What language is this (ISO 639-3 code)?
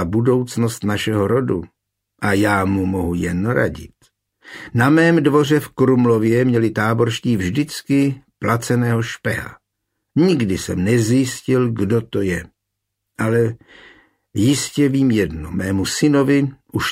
ces